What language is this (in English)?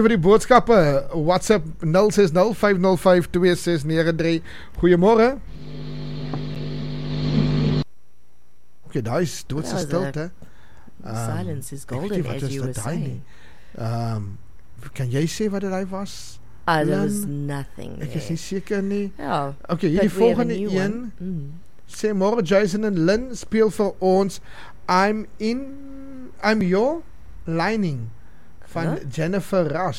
Afrikaans